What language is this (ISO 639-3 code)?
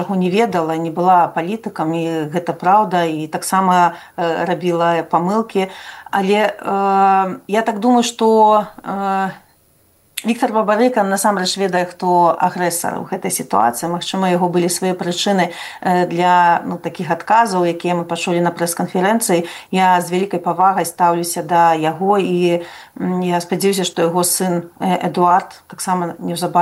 bel